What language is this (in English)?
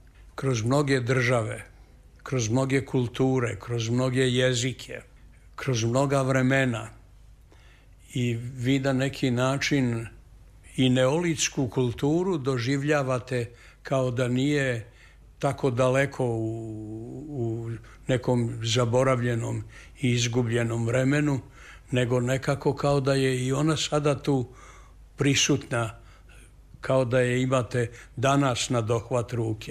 Serbian